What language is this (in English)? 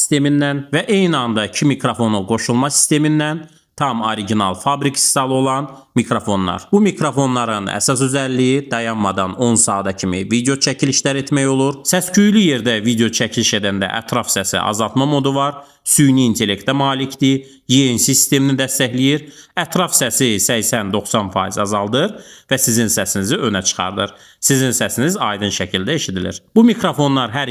Azerbaijani